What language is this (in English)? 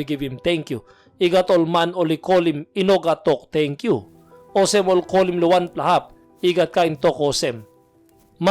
Tok Pisin